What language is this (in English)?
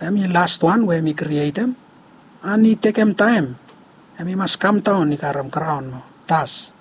Bislama